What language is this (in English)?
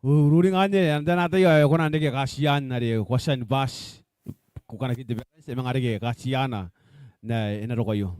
Gilbertese